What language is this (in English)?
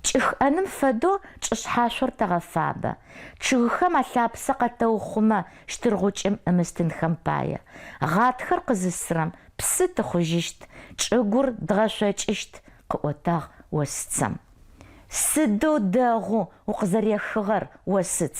Adyghe